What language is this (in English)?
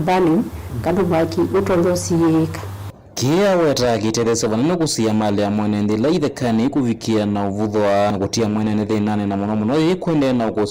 Kamba